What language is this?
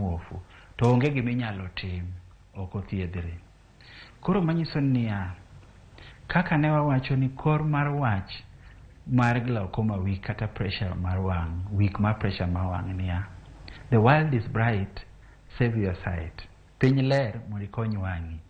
Luo (Kenya and Tanzania)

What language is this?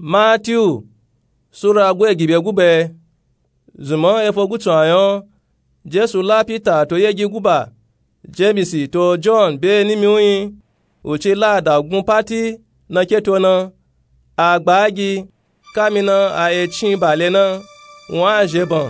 Nupe-Nupe-Tako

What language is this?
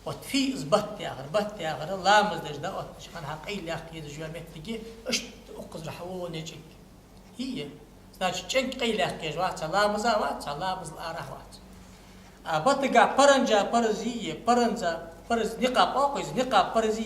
Ingush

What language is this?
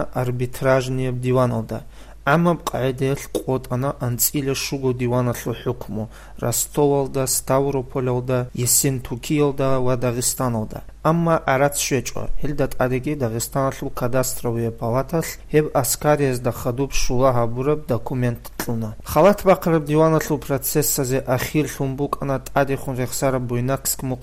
Avaric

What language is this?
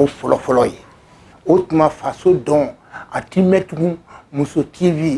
Bambara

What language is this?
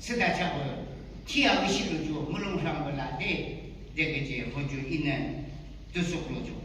Yimchungru Naga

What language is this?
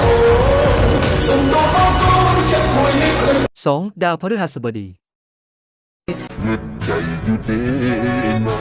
Lao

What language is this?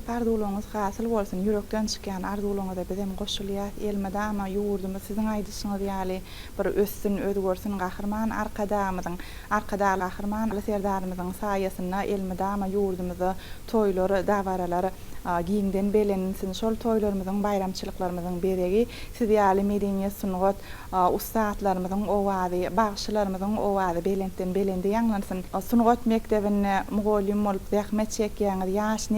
Turkmen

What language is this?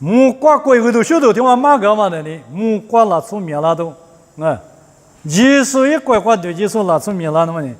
Lisu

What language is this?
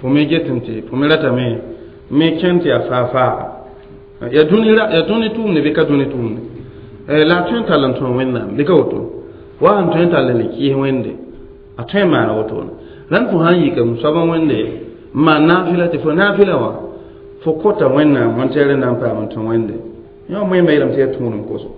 Mossi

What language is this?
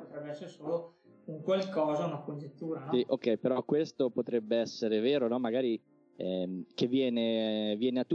Italian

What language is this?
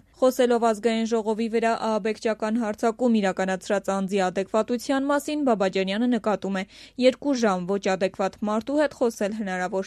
Armenian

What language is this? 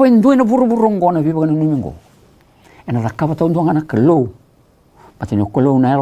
Fijian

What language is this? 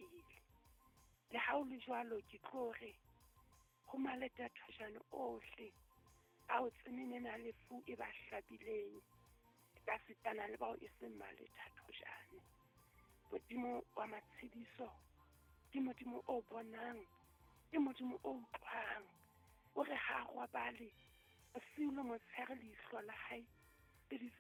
Southern Sotho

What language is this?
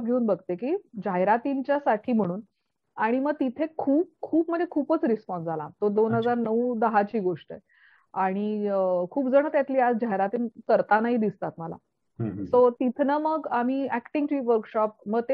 Marathi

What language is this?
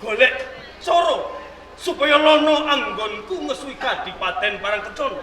Javanese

